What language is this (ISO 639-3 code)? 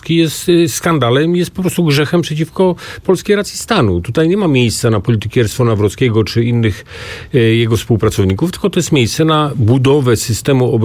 pol